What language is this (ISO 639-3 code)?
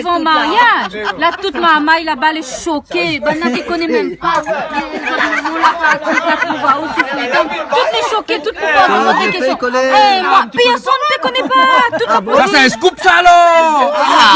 rcf